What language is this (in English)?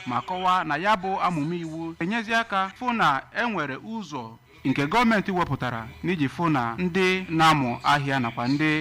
Igbo